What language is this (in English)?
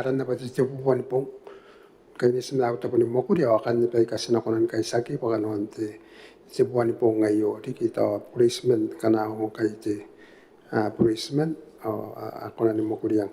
Gilbertese